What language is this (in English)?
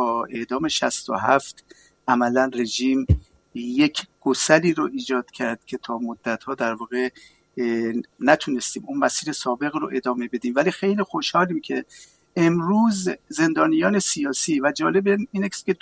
Persian